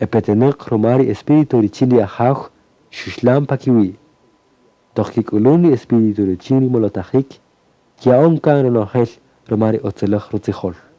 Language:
Kaqchikel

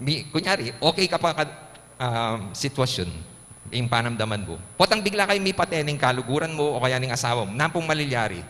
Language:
Pampanga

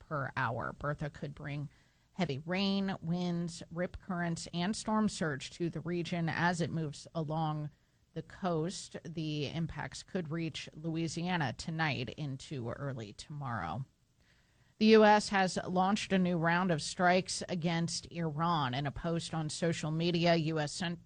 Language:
English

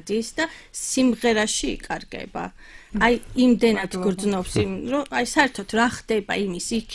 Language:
Georgian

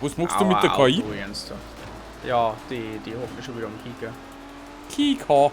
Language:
Bavarian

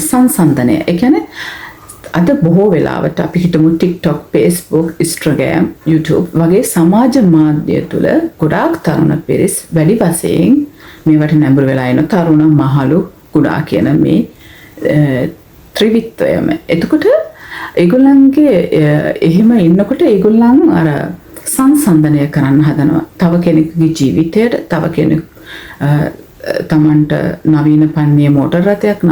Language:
Sinhala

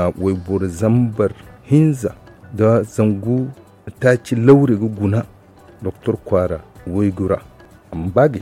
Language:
Zarma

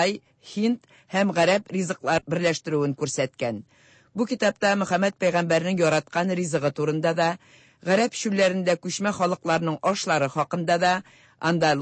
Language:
Tatar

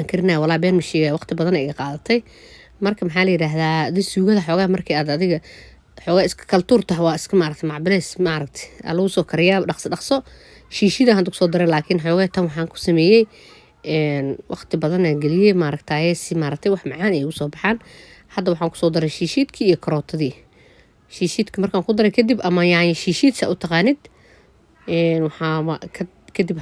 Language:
Somali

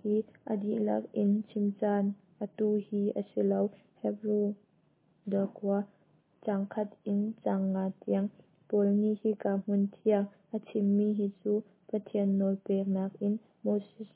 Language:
Hakha Chin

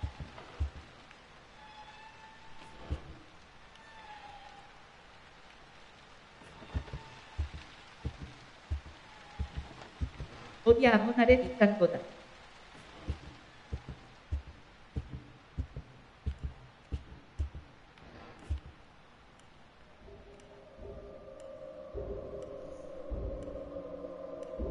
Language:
Basque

